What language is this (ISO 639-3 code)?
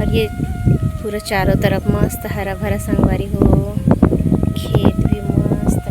hne